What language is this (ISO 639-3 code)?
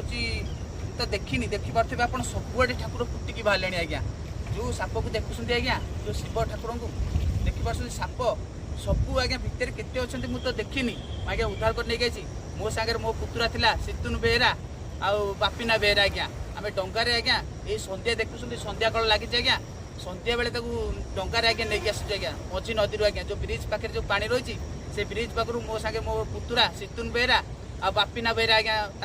ori